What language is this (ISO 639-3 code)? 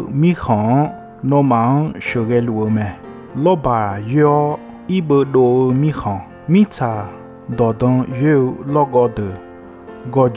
ahk